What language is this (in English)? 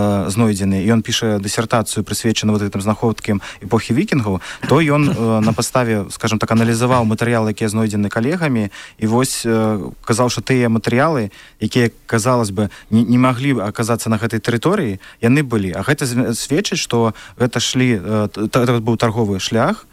Belarusian